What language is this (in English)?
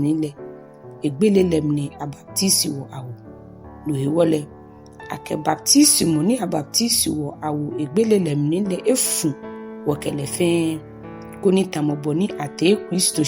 Ga